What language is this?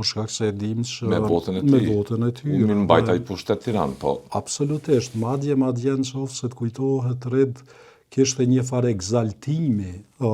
Albanian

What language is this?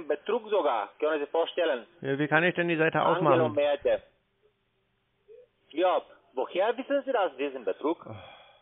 German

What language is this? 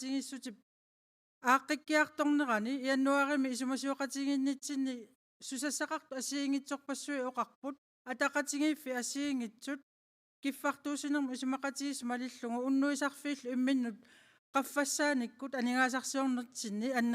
Kalaallisut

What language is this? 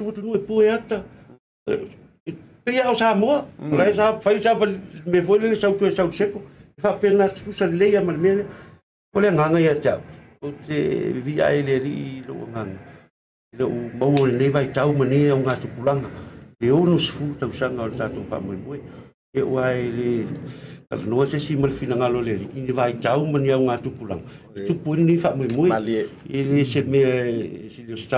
Samoan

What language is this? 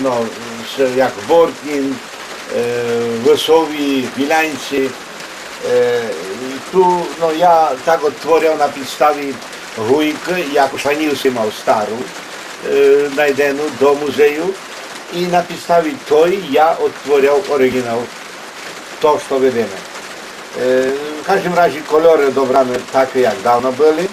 Rusyn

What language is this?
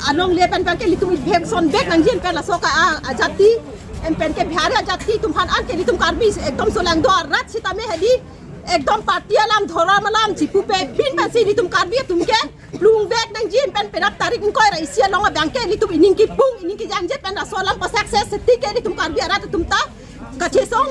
Karbi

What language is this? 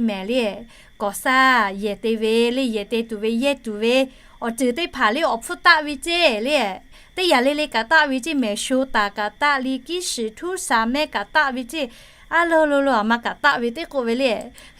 Lahu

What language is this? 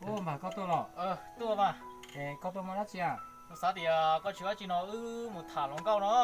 Hmong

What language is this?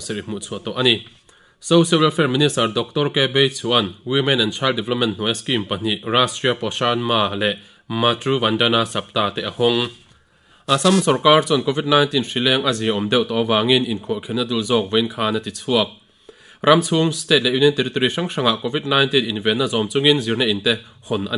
Mizo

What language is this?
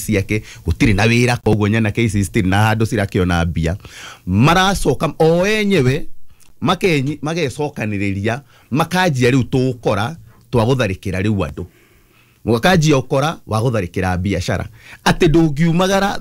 Kikuyu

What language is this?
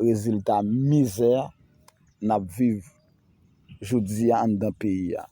Haitian Creole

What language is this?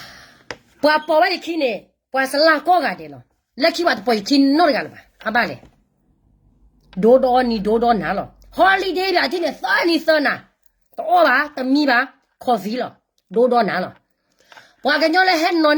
S'gaw Karen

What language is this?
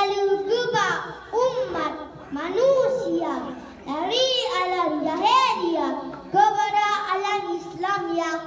Achinese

